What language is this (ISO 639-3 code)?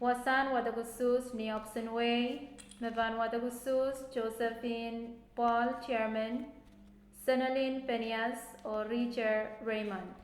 pon